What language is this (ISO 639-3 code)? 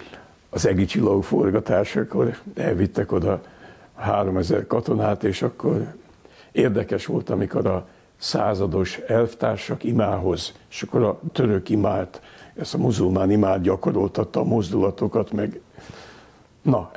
hun